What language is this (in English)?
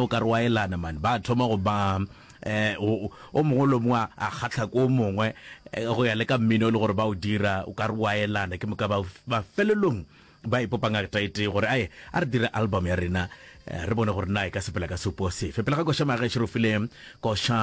Northern Sotho